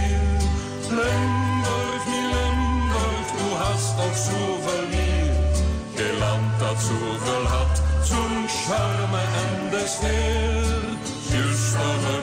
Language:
Limburgish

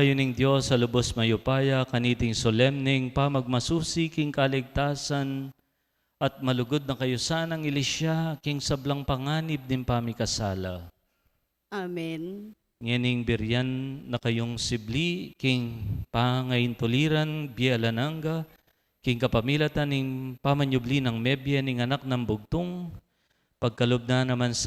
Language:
Pampanga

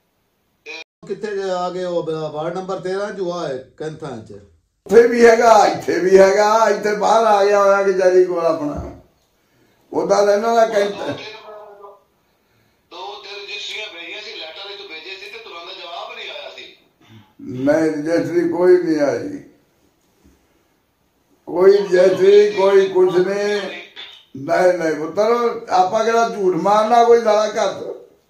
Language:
Punjabi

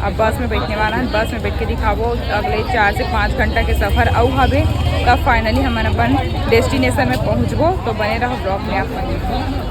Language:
Chhattisgarhi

